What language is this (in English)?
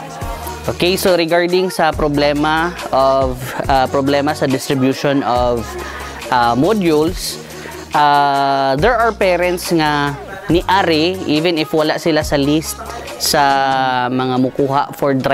Cebuano